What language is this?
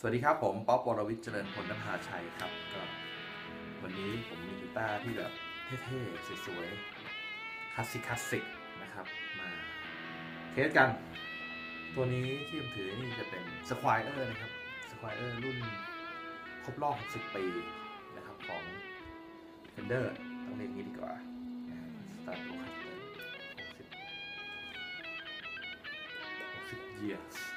Thai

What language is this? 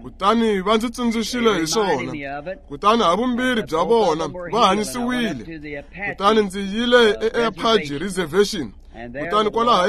Tsonga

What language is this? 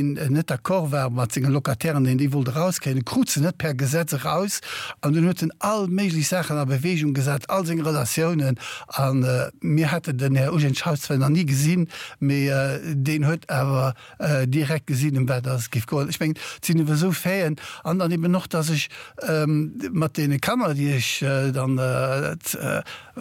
Luxembourgish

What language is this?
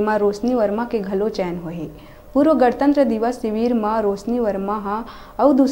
Chhattisgarhi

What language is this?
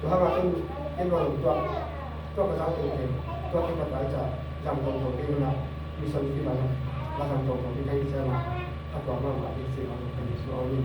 Tedim Chin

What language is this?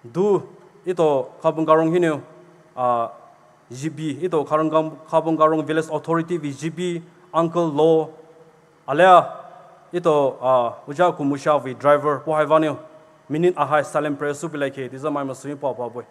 Poumei Naga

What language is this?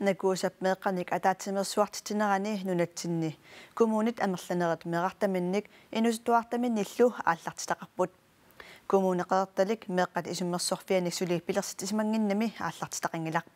Kalaallisut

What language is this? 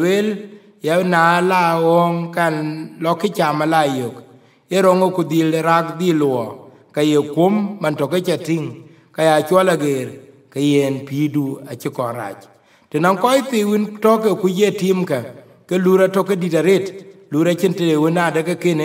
Dinka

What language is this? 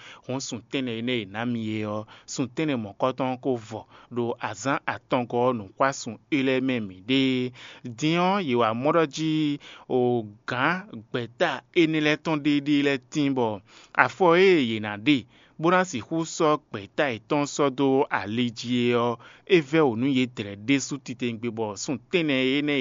Fon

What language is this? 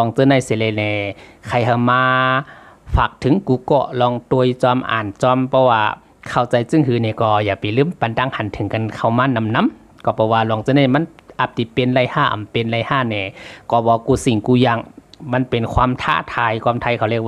Shan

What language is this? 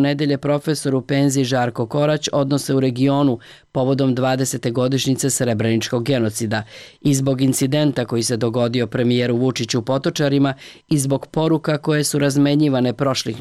Serbian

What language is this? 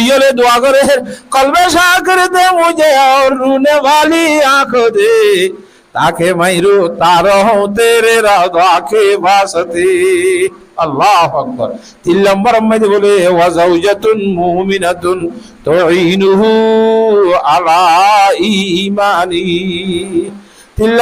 Rohingya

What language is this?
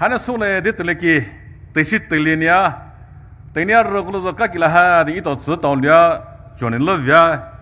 Poumei Naga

